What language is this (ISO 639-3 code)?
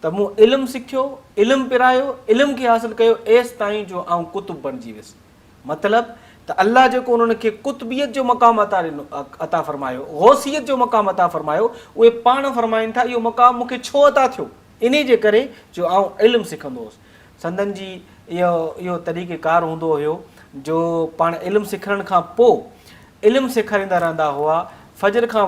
snd